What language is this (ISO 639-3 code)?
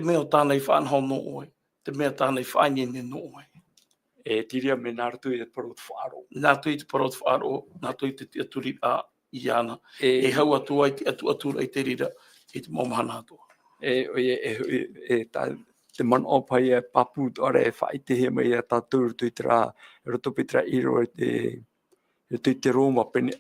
tah